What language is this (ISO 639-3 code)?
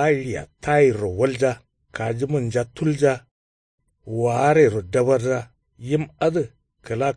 kau